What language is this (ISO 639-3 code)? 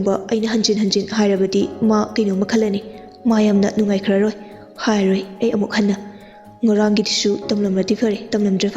mni